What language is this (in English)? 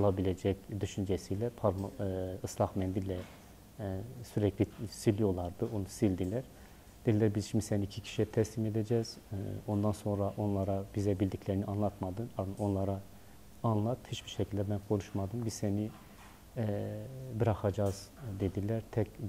Turkish